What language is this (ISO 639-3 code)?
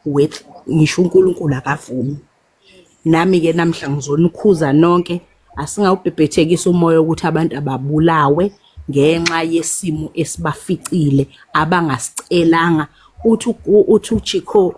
zul